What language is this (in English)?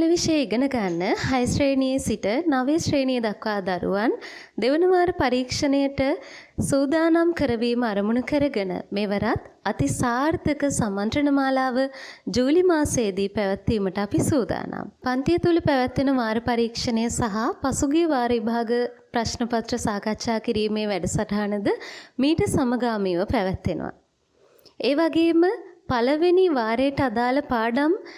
Sinhala